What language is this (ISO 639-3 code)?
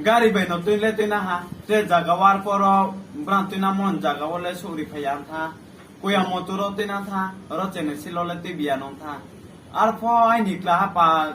ria